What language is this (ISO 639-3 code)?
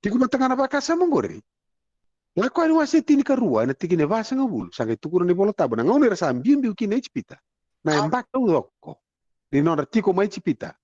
fij